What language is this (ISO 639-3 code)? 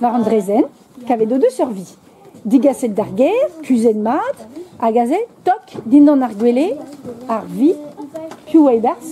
bre